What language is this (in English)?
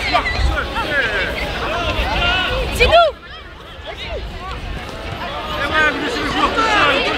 French